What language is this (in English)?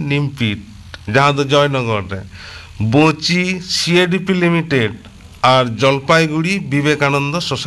Santali